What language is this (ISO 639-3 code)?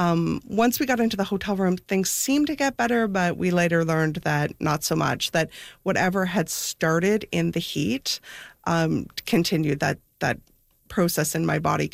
eng